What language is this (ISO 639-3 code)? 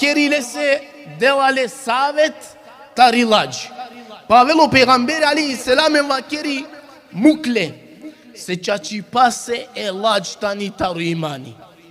rmn